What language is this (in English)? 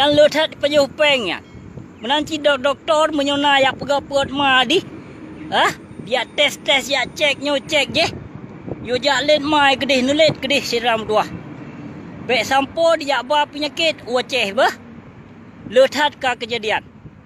Achinese